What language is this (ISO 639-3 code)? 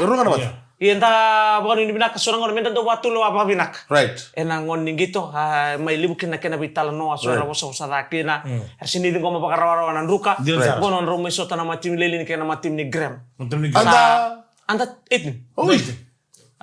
fij